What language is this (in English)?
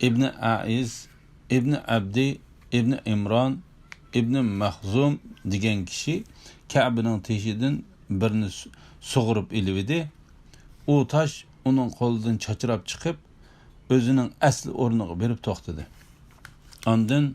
Uyghur